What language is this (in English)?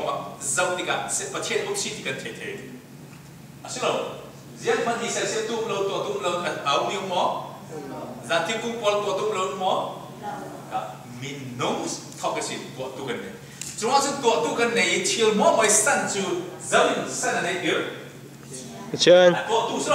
Falam Chin